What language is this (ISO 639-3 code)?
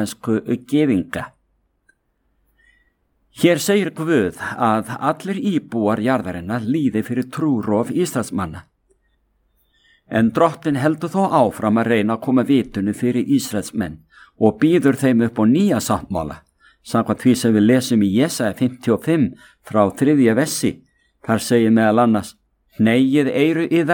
isl